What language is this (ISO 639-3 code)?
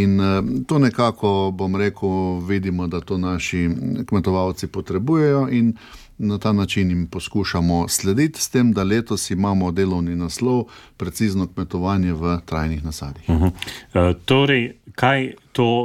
slv